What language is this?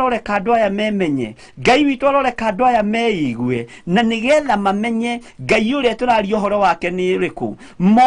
Kikuyu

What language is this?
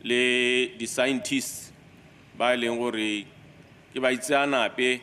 Tswana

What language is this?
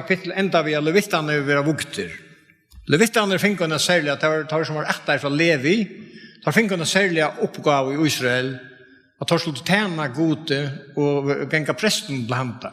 Faroese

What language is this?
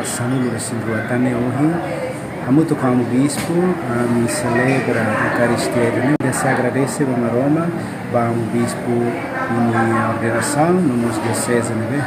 Tetum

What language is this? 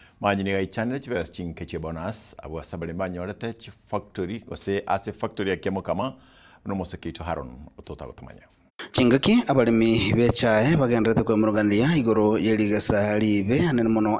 Gusii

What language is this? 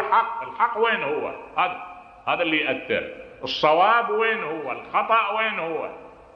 Mesopotamian Arabic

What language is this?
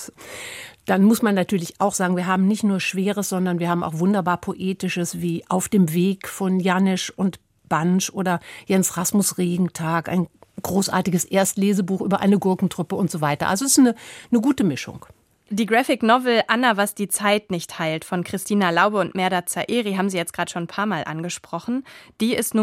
German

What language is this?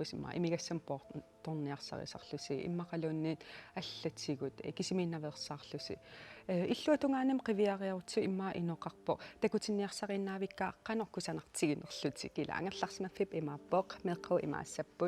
Kalaallisut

